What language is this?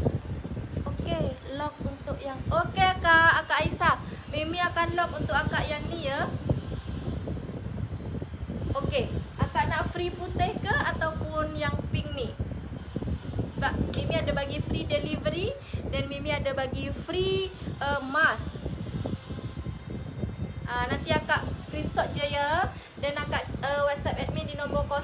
Malay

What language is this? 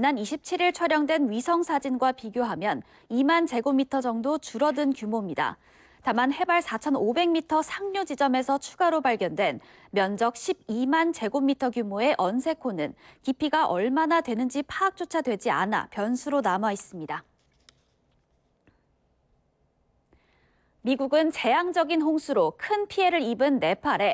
Korean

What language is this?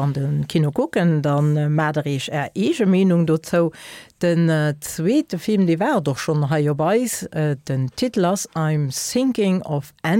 Luxembourgish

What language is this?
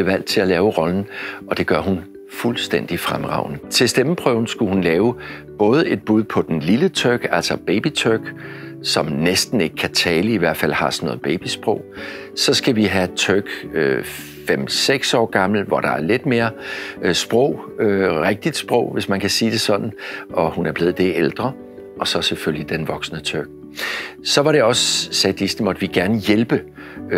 Danish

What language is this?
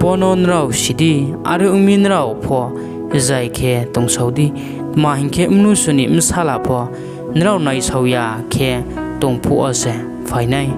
Riang (India)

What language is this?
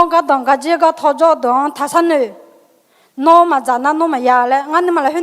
Akha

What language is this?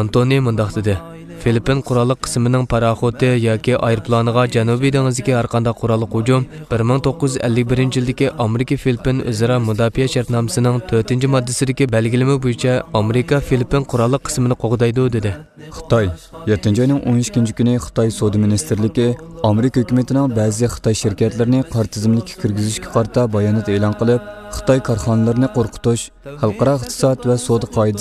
Uyghur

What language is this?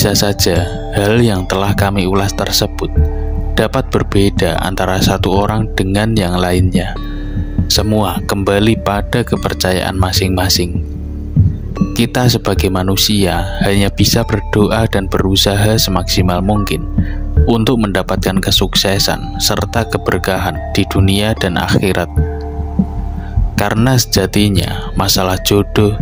Indonesian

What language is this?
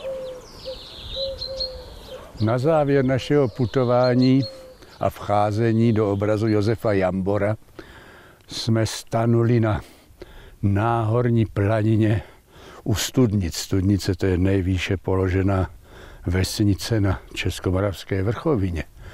Czech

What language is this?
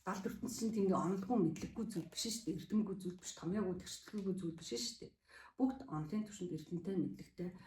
Mongolian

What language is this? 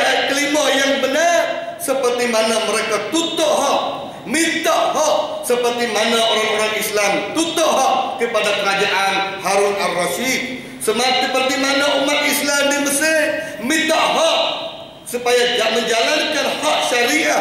Malay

